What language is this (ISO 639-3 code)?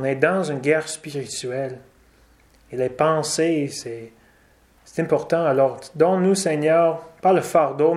fra